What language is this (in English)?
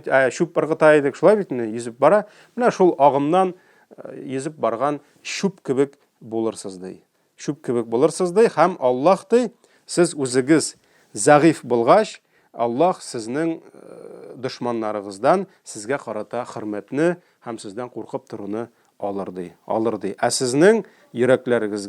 Tatar